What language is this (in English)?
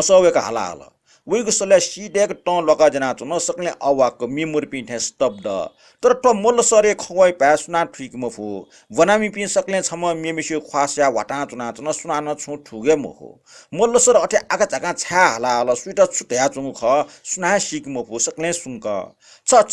Newari